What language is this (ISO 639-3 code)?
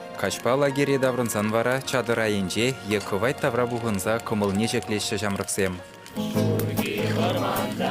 chv